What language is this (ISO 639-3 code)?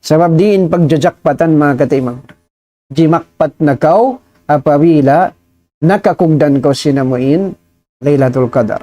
tsg